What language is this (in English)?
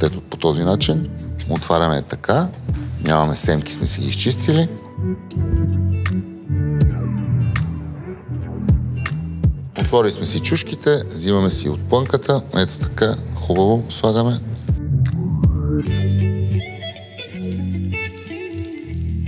Bulgarian